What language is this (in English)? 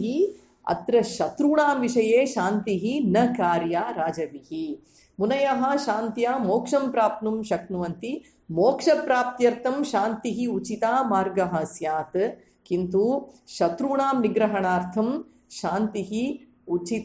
Sanskrit